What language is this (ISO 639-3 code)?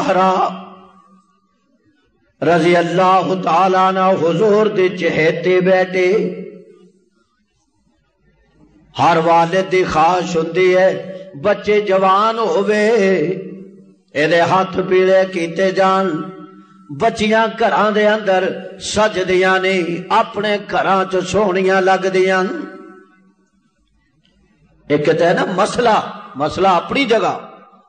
lah